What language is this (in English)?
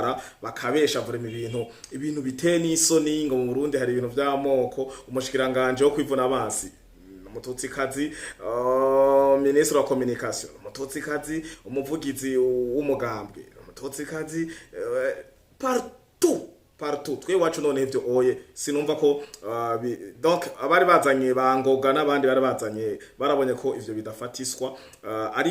Rundi